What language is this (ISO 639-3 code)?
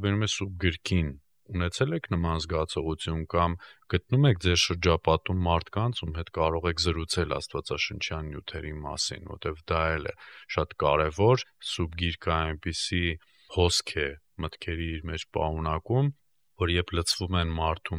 hye